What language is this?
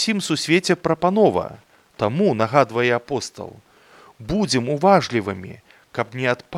Belarusian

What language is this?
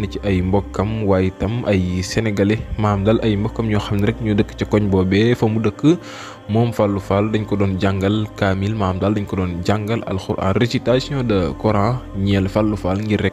Wolof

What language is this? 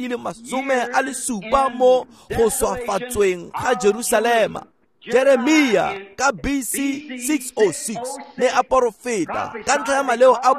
Tswana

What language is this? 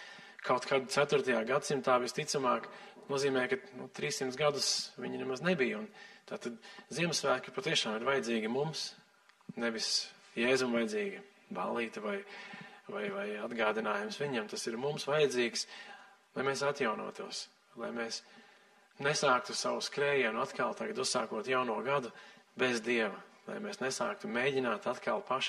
Latvian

